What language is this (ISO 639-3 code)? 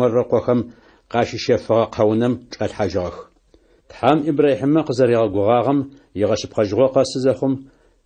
ady